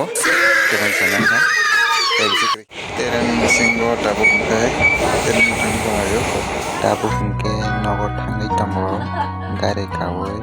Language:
Kok Borok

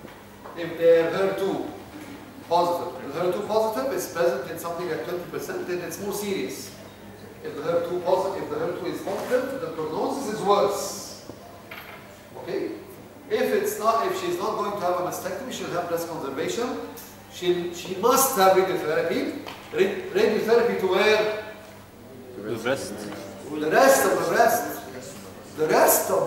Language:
Egyptian Arabic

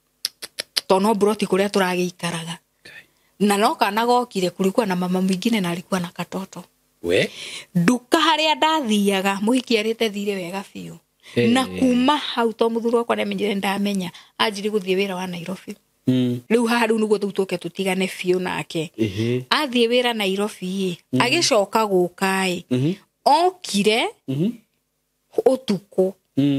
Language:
Kikuyu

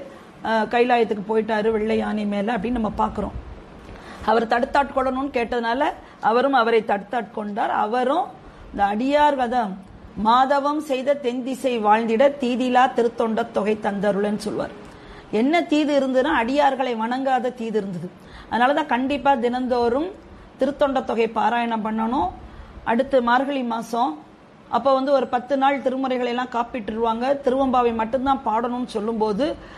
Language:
Tamil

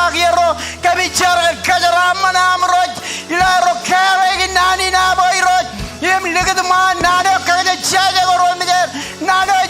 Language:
Marshallese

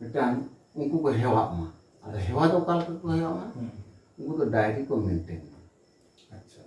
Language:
Santali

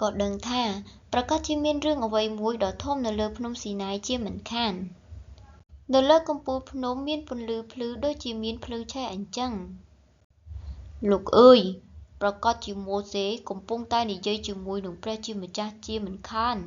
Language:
Khmer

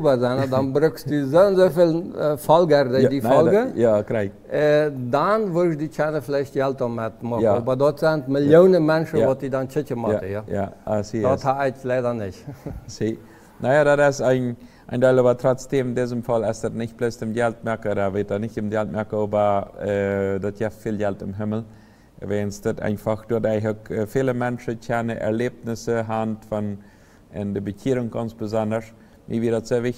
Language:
Plautdietsch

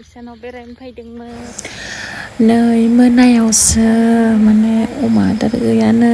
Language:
Bodo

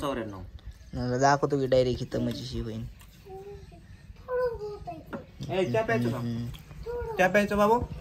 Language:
Marathi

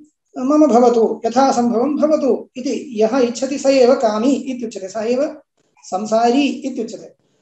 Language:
Sanskrit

